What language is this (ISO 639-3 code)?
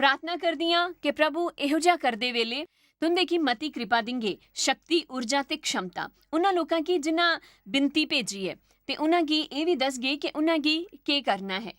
doi